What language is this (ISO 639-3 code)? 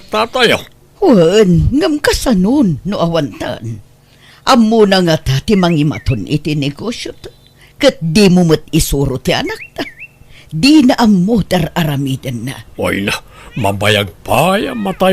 ilo